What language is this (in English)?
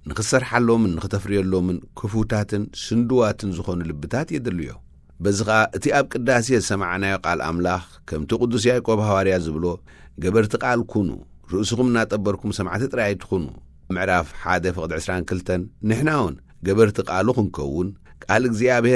Tigrinya